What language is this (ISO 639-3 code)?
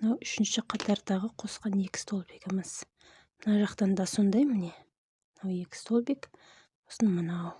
kaz